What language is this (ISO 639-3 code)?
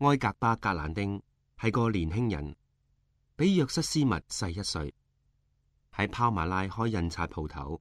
yue